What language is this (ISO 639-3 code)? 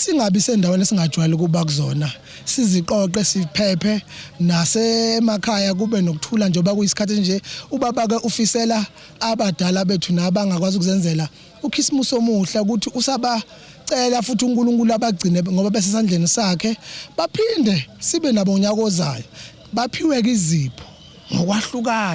zul